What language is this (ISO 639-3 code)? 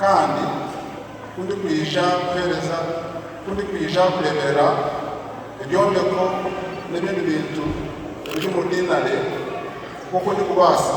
nyn